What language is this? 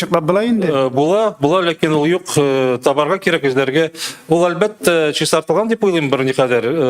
Tatar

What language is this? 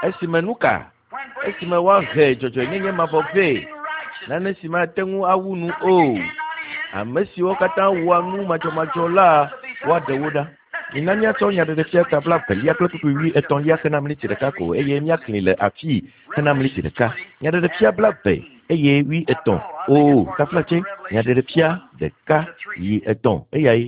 Ewe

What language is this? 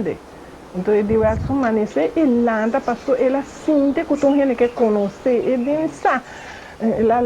Papiamento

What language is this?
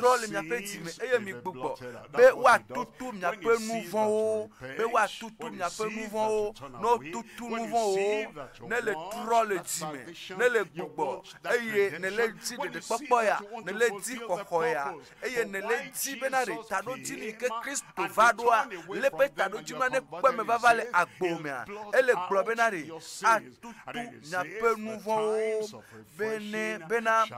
Ewe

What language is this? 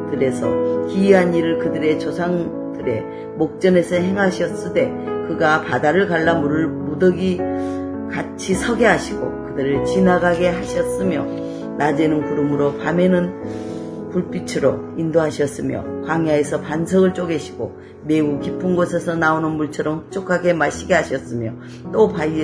Korean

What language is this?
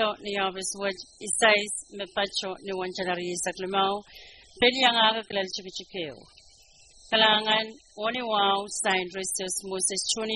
Pohnpeian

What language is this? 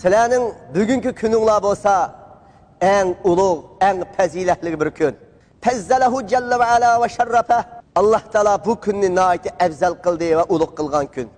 Uyghur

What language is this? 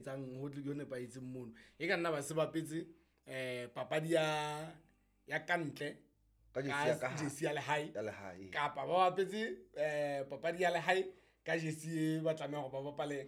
Southern Sotho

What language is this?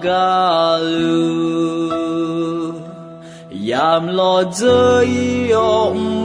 Akha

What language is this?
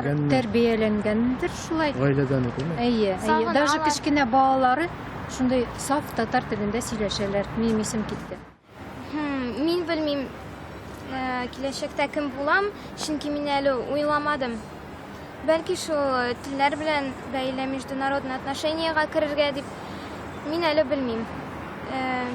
Tatar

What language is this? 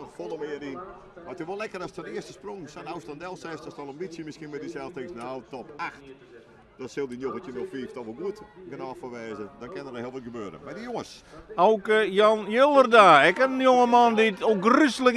Western Frisian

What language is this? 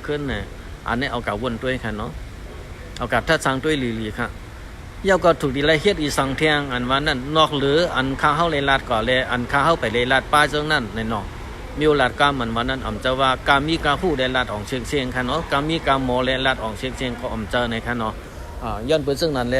Shan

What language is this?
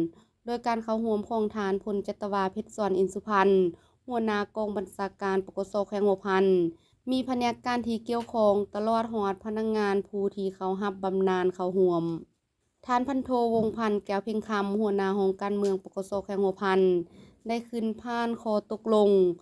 Lao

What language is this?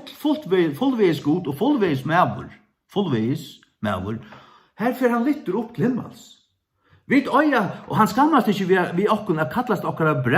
Faroese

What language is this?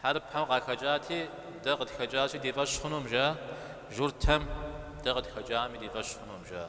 Kabardian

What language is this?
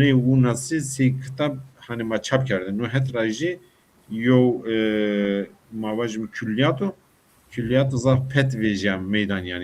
Zaza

